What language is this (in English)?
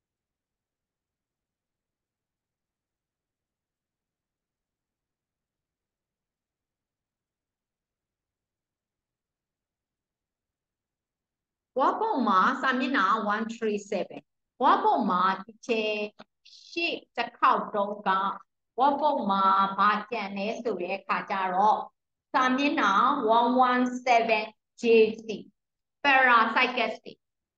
Burmese